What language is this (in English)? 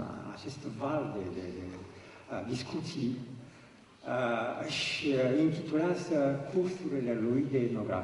Romanian